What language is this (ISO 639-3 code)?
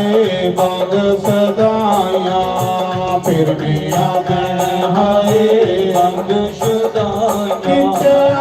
doi